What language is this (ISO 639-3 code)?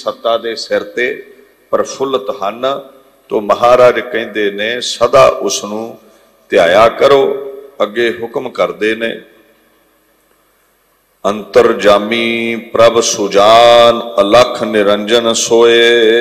pan